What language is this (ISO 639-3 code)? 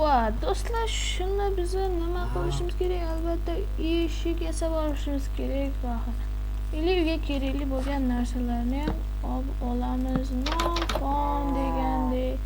uzb